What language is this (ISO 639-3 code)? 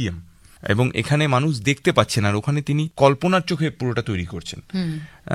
ben